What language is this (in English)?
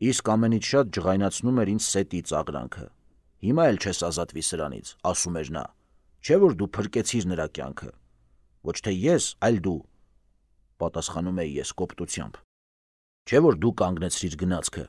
Armenian